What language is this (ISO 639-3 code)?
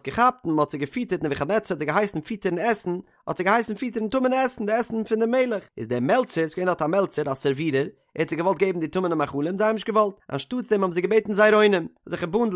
yid